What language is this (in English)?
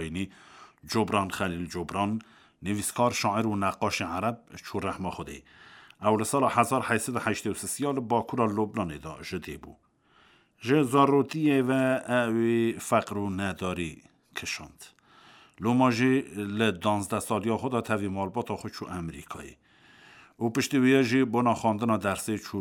Kurdish